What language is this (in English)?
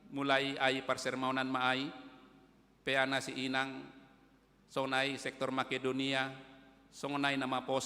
Batak Simalungun